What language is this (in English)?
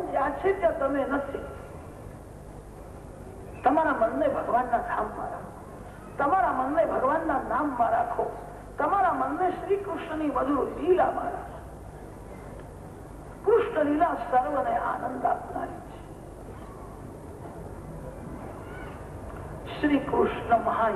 Gujarati